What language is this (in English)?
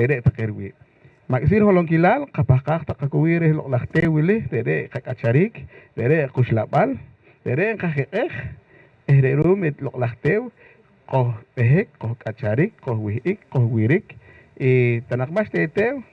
Poqomchi'